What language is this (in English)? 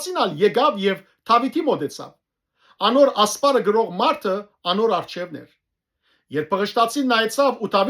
Western Armenian